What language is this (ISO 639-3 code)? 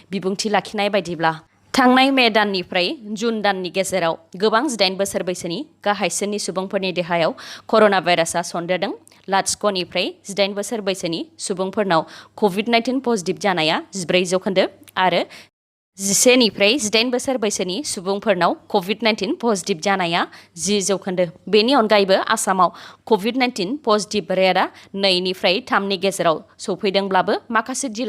brx